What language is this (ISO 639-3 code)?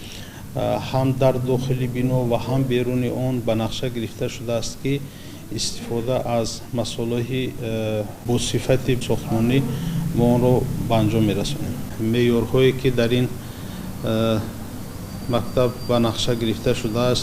tgk